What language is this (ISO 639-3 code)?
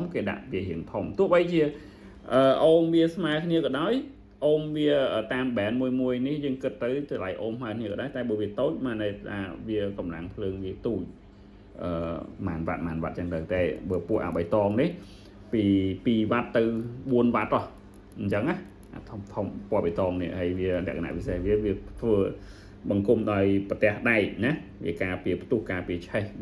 khm